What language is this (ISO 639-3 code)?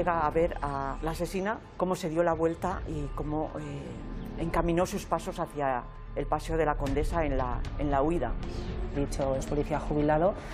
spa